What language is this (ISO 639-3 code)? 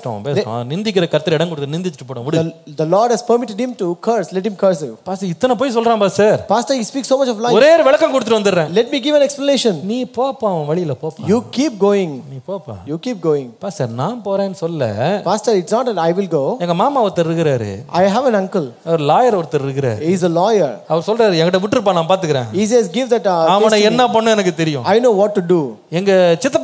tam